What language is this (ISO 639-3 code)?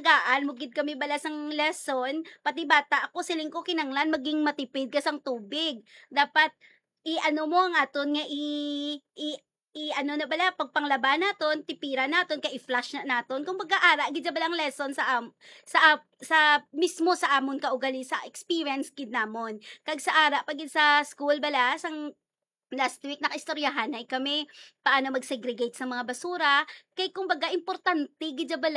hil